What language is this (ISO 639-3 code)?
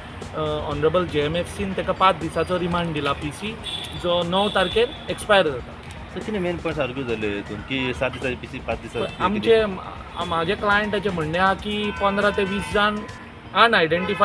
kok